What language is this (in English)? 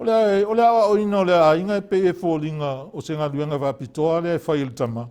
Samoan